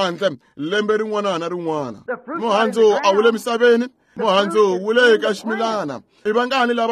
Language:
Tsonga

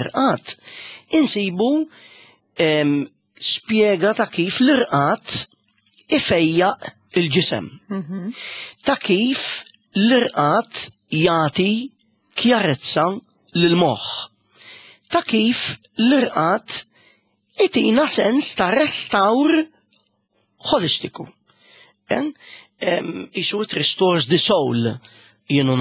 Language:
Maltese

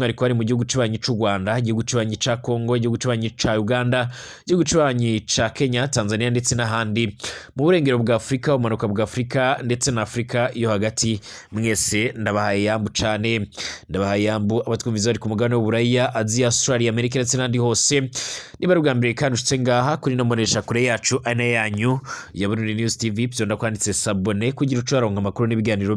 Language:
Rundi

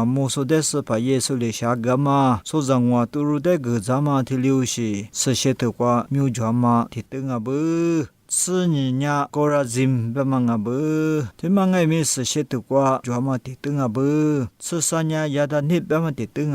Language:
Lisu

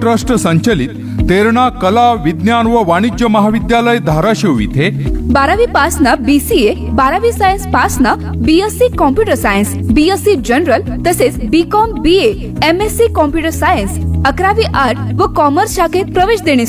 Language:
Marathi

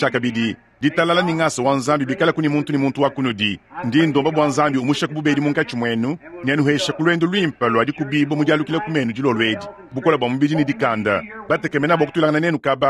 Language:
Luba-Lulua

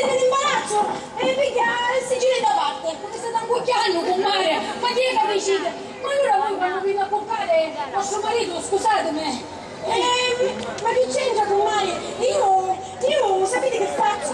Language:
Sicilian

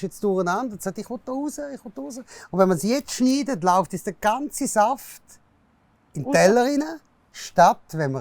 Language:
Swiss German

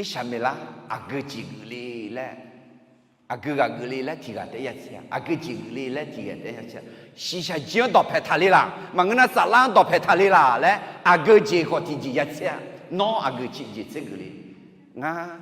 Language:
Akha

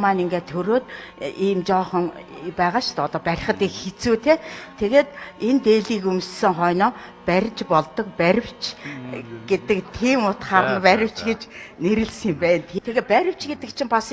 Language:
Mongolian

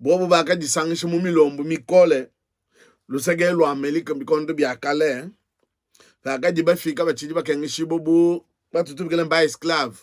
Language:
Luba-Lulua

